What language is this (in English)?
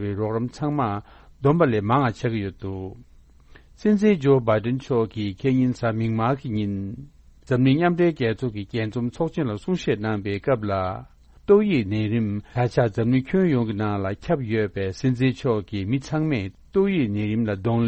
Tibetan